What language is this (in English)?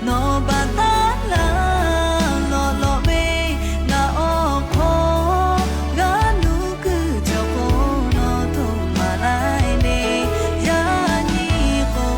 Lahu